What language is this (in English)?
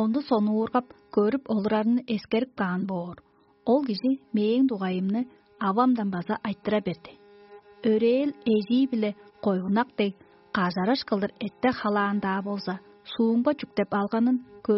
Tuvinian